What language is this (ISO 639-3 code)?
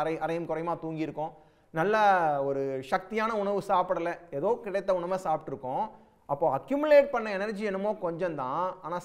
tam